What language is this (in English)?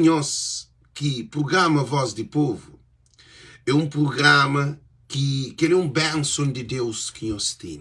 Kabuverdianu